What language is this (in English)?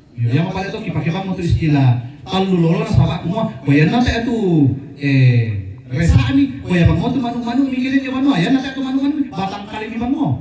Toraja-Sa'dan